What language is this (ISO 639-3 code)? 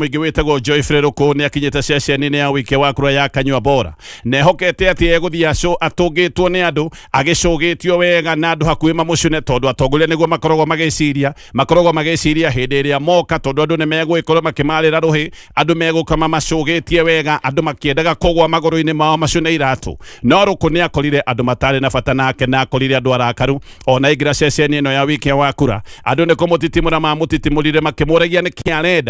kik